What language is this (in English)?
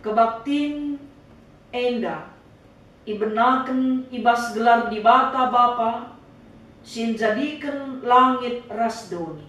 Batak Karo